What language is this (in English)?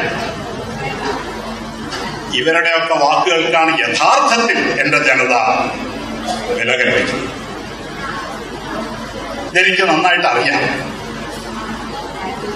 Malayalam